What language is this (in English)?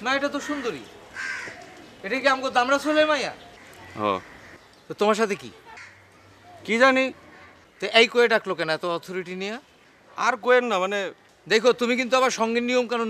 Bangla